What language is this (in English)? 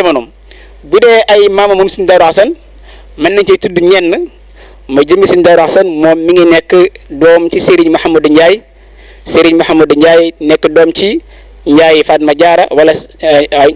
Wolof